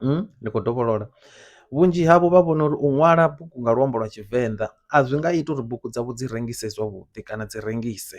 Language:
Venda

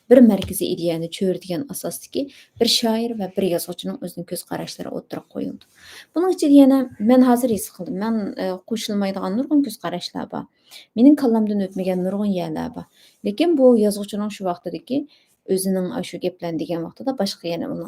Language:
Uyghur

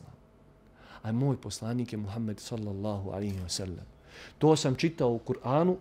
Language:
Bosnian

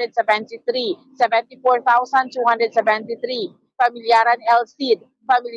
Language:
Hiligaynon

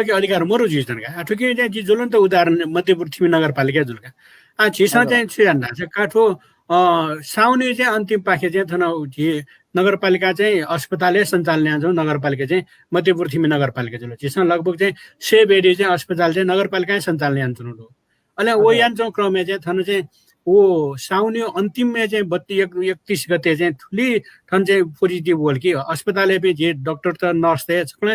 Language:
Newari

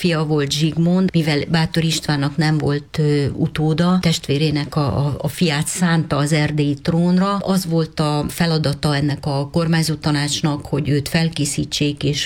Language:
Hungarian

